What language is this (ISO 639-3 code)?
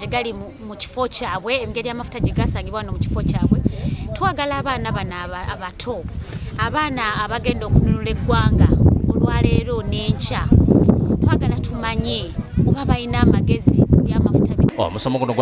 lug